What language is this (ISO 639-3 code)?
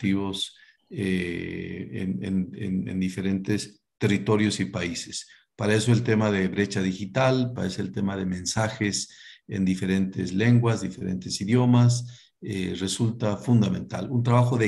spa